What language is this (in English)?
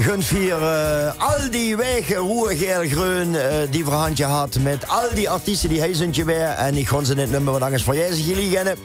Limburgish